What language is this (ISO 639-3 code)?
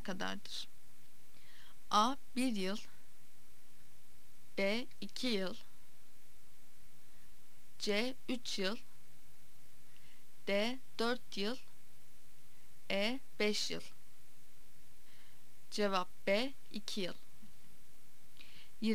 tur